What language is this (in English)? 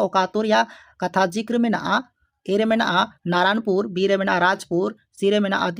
Santali